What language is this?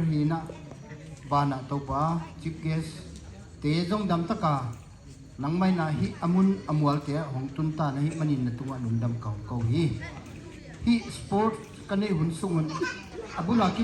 Tedim Chin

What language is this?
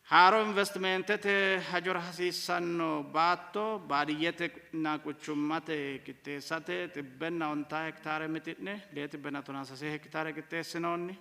Sidamo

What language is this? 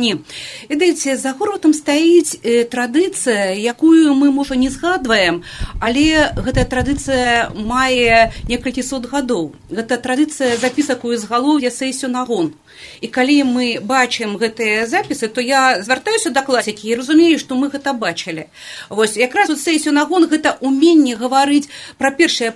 Belarusian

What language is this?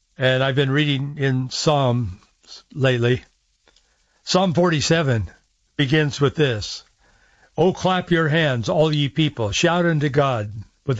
English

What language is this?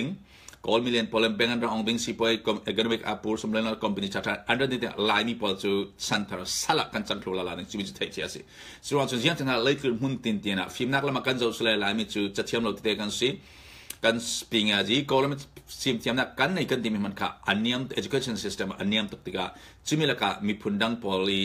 Falam Chin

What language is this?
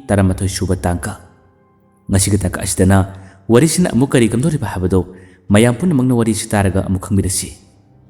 Manipuri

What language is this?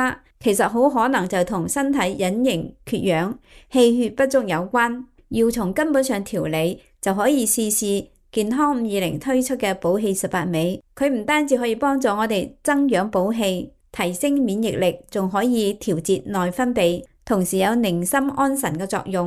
Cantonese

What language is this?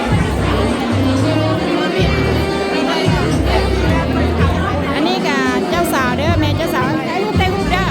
Lao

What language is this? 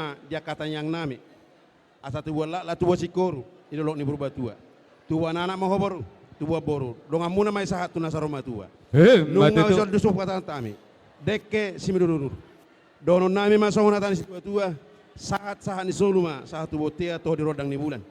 Batak Toba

